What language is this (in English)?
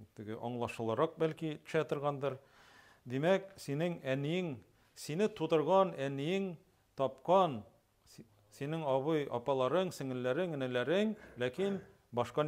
Tatar